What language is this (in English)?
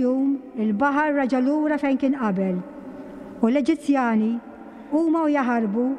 Maltese